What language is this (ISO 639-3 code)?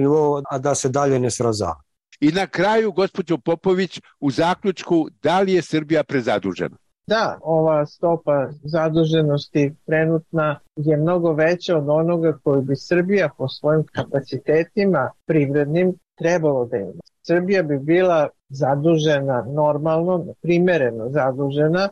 srp